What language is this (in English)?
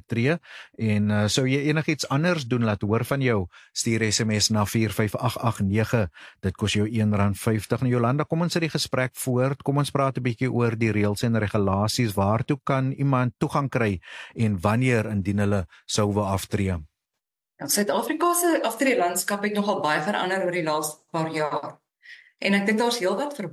Afrikaans